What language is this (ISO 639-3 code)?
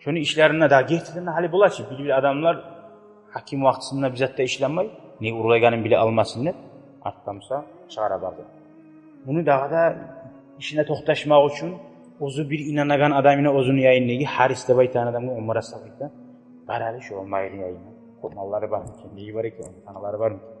kum